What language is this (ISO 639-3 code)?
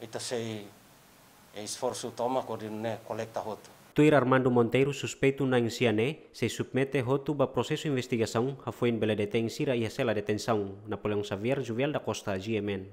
tet